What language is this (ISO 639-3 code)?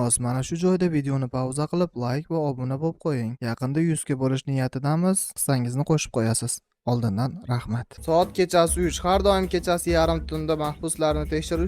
uzb